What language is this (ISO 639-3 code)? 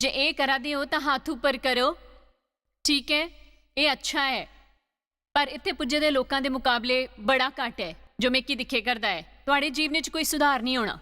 doi